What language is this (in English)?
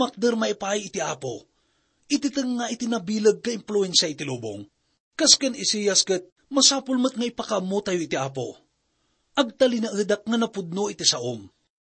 Iloko